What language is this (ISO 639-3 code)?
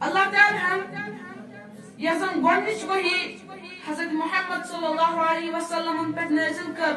kas